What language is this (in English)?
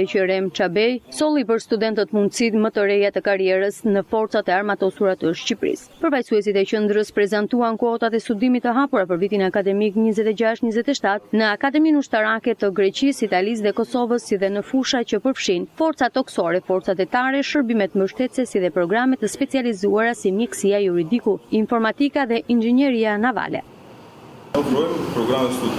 Albanian